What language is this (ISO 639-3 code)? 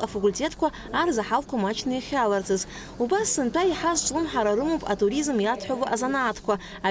abk